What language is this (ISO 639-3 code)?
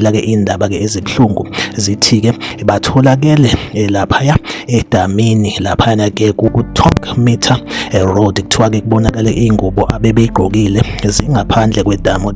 zul